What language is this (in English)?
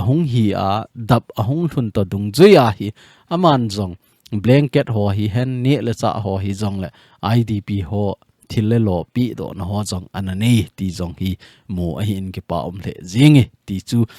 Thado Chin